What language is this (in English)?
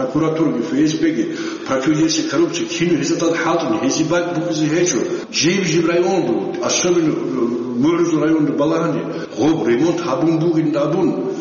Avaric